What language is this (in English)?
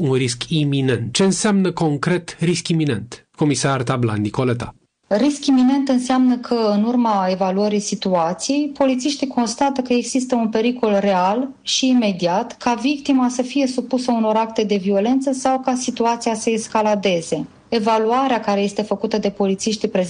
Romanian